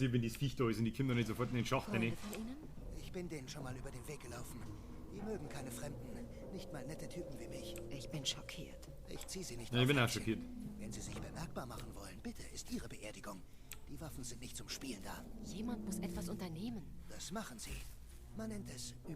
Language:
Bavarian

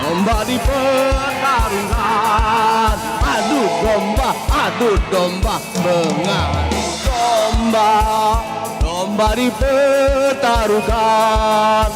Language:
Musi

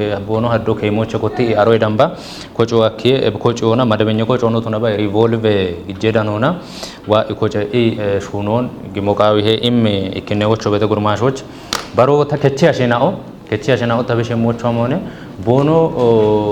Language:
Kafa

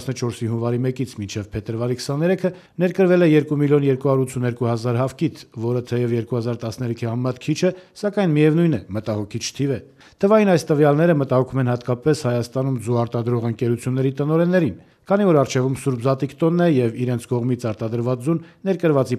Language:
Armenian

